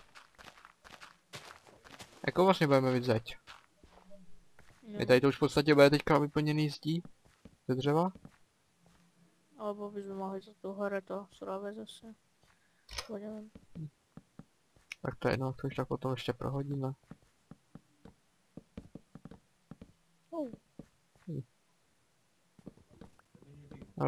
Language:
Czech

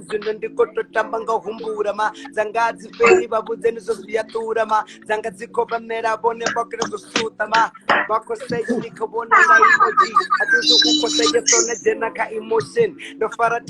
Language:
Venda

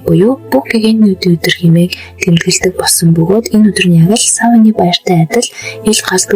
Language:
Mongolian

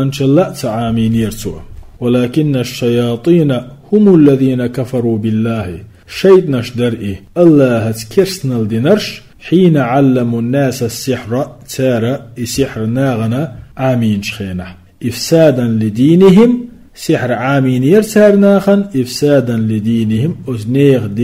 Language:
Chechen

